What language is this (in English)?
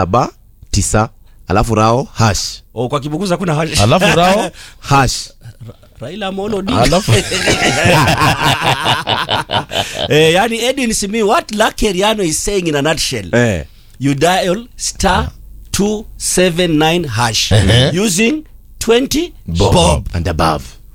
Swahili